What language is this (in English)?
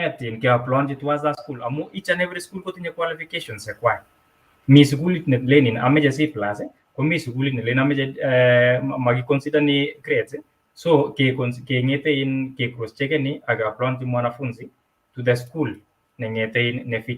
Kalenjin